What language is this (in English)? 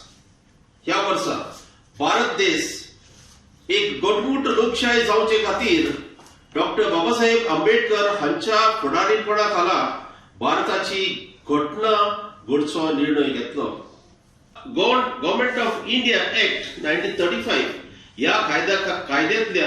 Konkani